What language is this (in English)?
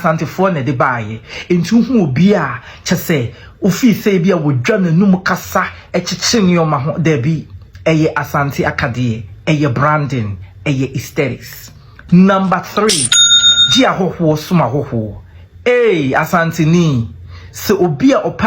Akan